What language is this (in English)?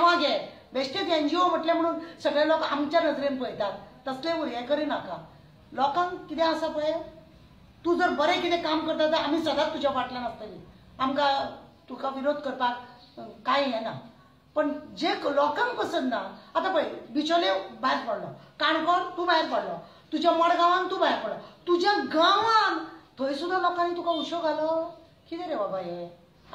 Konkani